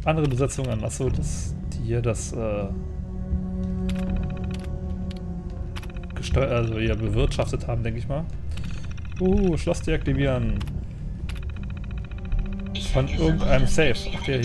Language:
German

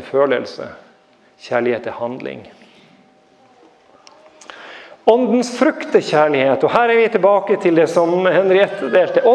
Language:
Norwegian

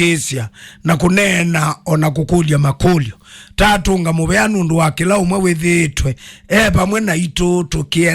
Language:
Kamba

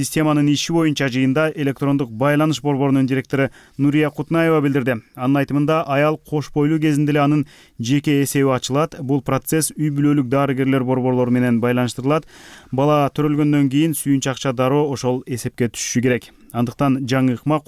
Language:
Kyrgyz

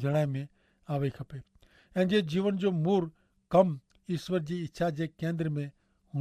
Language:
Kachhi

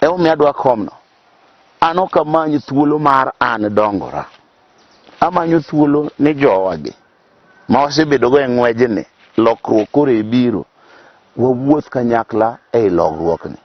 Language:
Luo (Kenya and Tanzania)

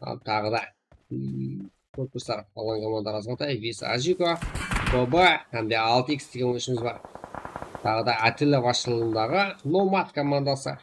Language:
Kara-Kalpak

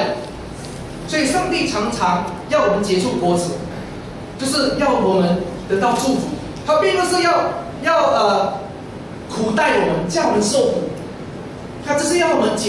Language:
Chinese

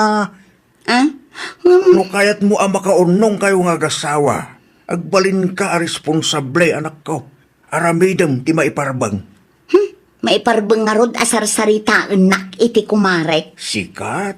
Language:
Iloko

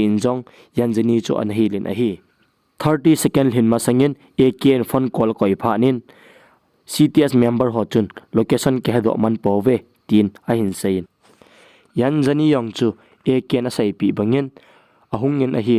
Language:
Thado Chin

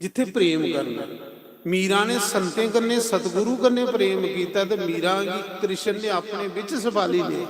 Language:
Dogri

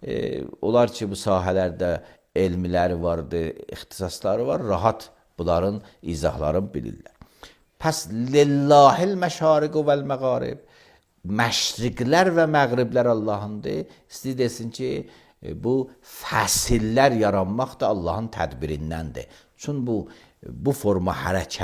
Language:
Azerbaijani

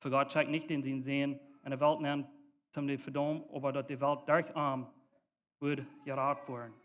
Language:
Plautdietsch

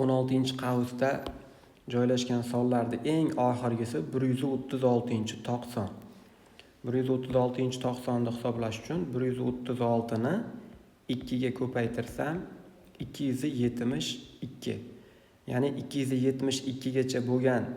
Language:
Uzbek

